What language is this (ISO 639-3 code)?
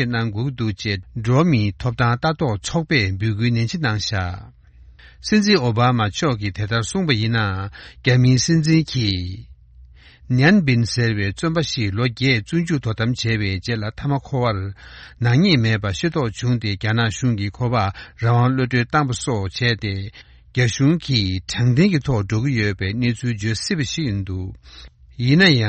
bod